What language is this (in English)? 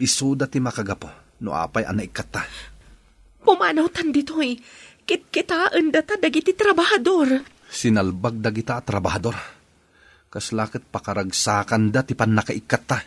Iloko